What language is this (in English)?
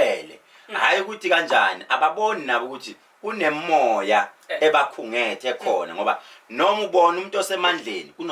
Zulu